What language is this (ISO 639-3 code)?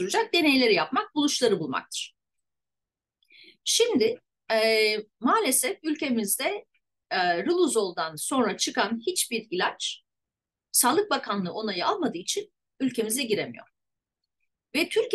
tur